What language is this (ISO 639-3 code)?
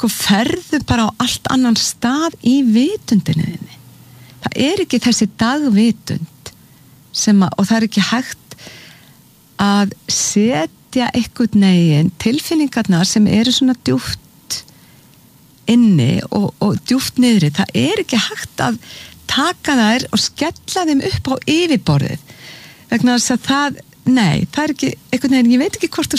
isl